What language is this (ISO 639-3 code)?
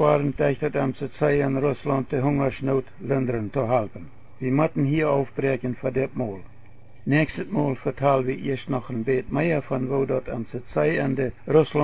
pdt